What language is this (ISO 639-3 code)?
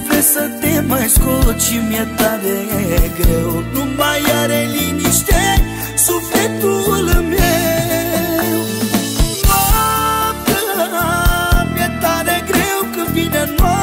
ron